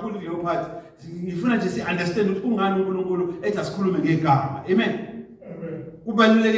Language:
Zulu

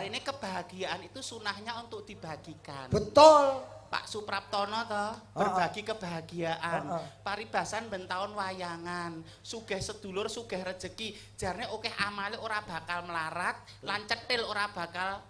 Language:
Javanese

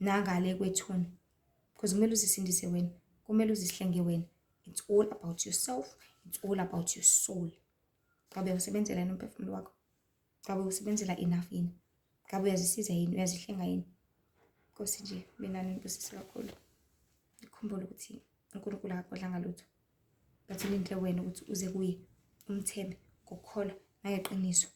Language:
Zulu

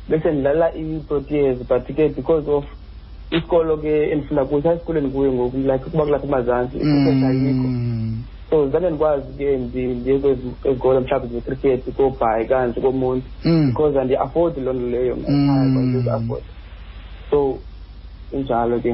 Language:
Xhosa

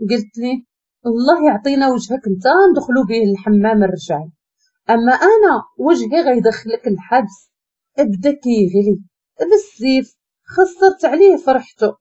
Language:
Moroccan Arabic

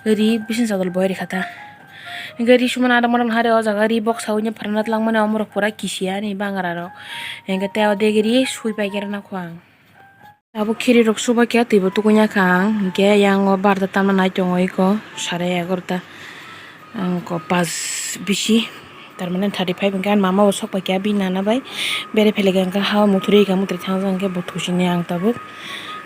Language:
Kok Borok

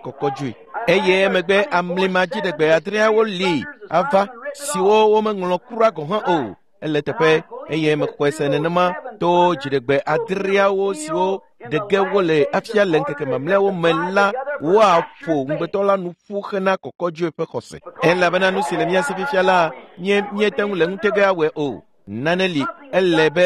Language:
Ewe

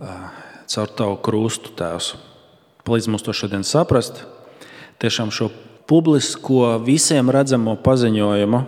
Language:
Latvian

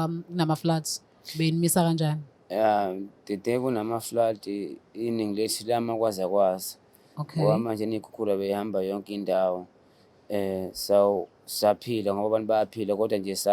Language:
Zulu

